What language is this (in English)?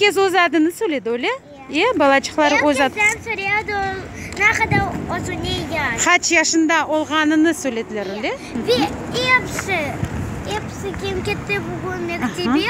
Crimean Tatar